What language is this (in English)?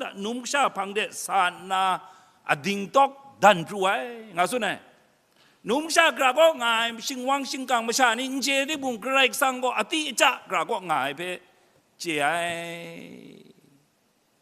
Kachin